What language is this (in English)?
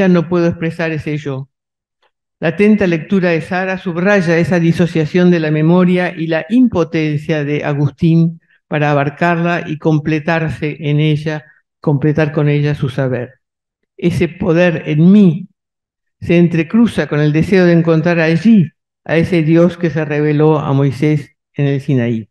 Spanish